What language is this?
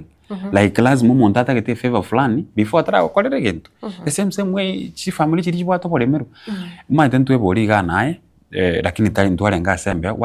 Gusii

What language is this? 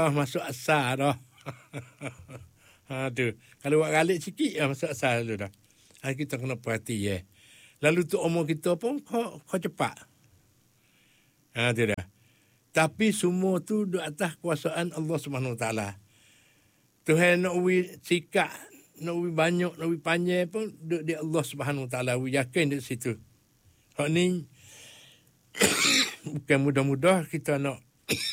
Malay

